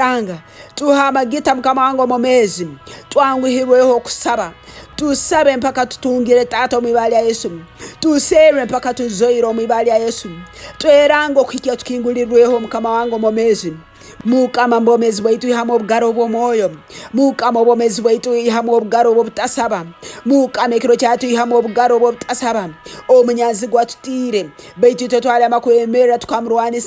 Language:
Tooro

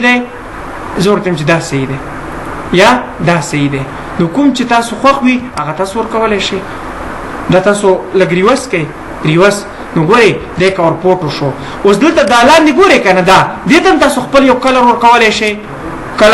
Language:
Pashto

